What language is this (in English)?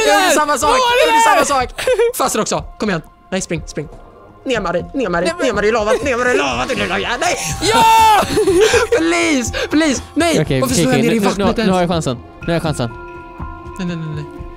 Swedish